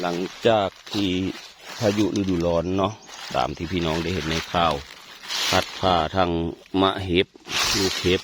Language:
Northeastern Thai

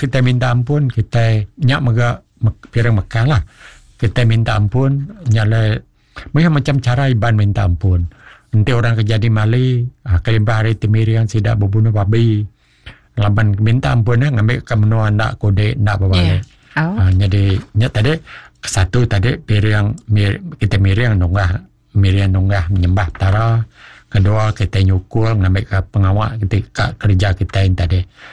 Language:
Iban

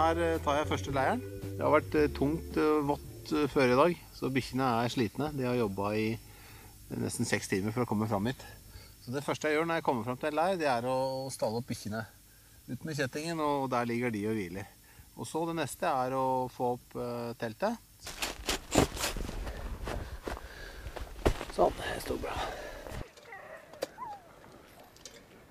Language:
Norwegian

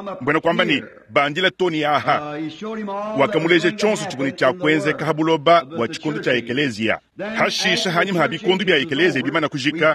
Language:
Luba-Lulua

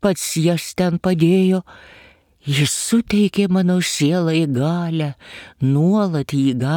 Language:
Lithuanian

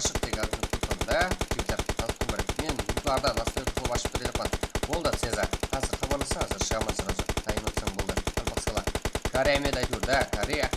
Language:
Kara-Kalpak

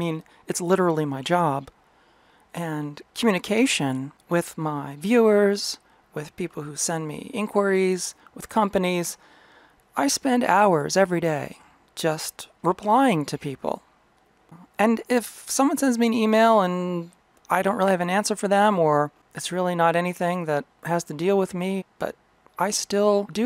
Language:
English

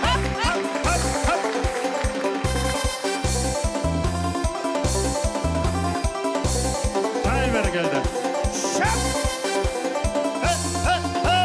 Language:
Kazakh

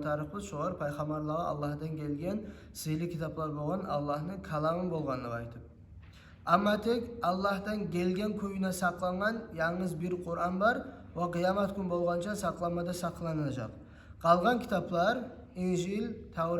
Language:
Kumyk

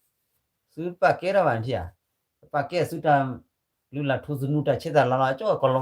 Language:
S'gaw Karen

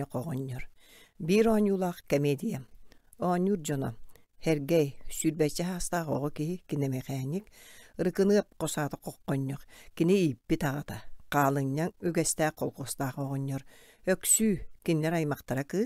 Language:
Yakut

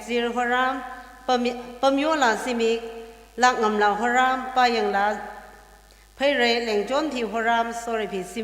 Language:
Tangkhul Naga (India)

